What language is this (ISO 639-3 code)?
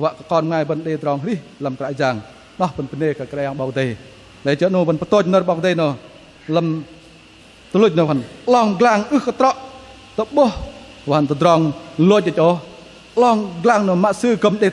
bdq